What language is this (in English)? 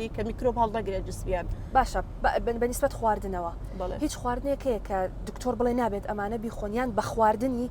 Central Kurdish